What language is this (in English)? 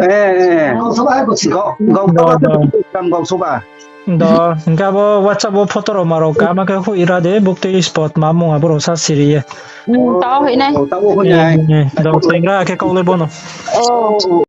Riang (India)